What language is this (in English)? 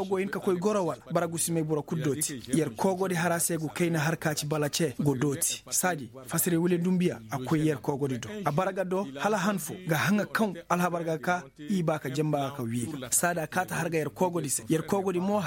Koyraboro Senni